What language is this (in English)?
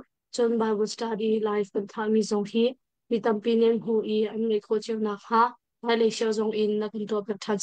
Hakha Chin